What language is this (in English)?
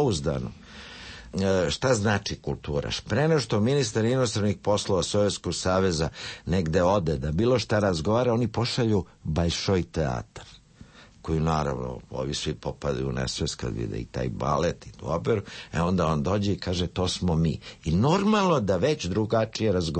Serbian